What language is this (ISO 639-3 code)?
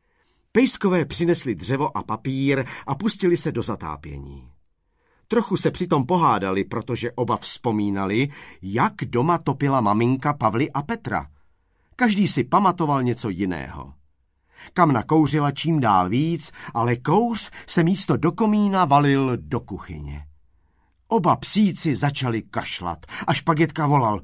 ces